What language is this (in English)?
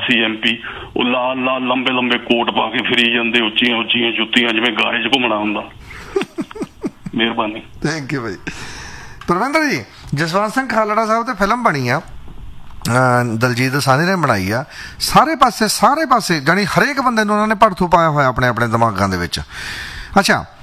Punjabi